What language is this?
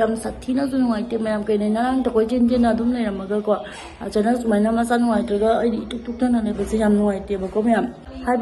Manipuri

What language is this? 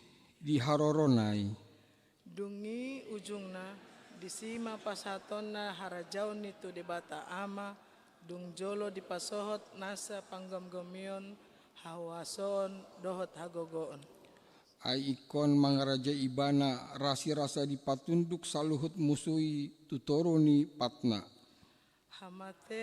Batak Toba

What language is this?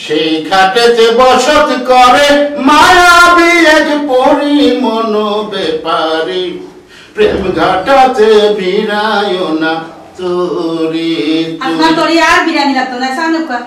Sylheti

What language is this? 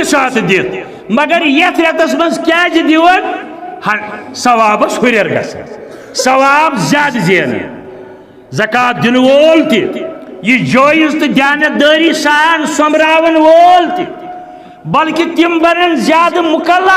Kashmiri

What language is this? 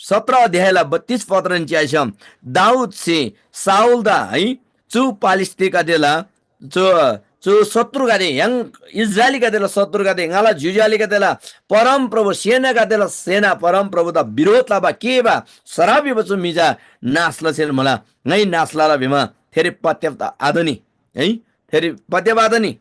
Eastern Tamang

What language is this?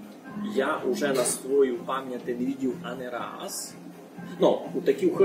Rusyn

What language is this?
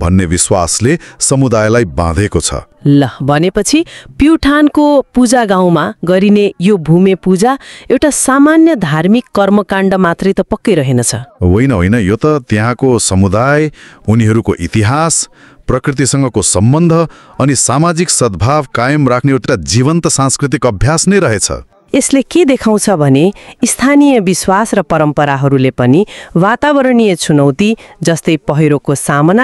Nepali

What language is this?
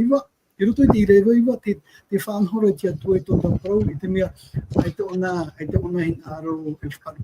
Tahitian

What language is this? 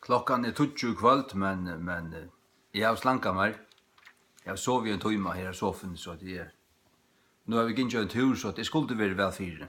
Faroese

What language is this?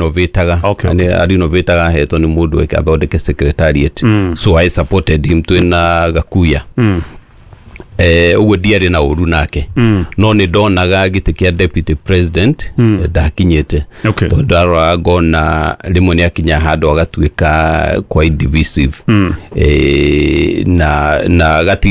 Kikuyu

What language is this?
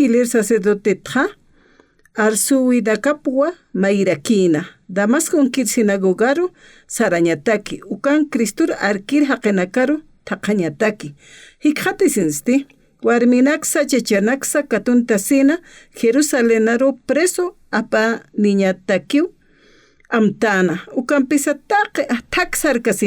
Aymara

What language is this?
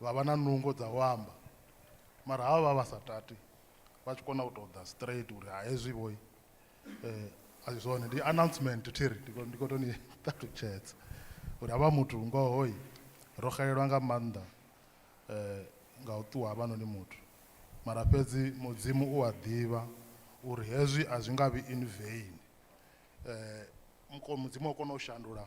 Venda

